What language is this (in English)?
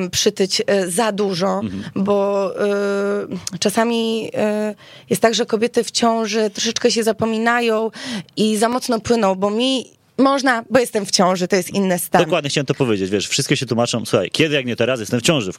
Polish